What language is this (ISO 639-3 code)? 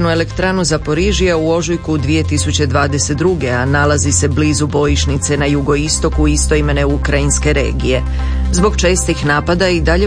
hrv